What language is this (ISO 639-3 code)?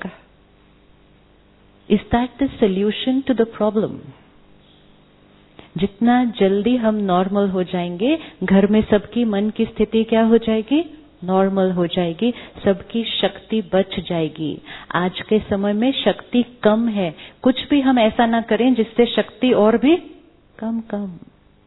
hin